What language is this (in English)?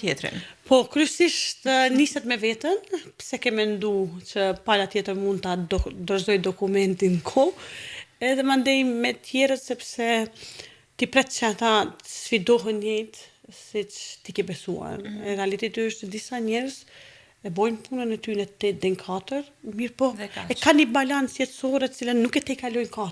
Albanian